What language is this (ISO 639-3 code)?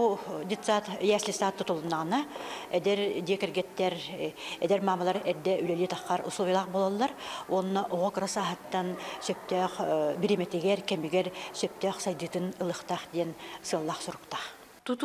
sah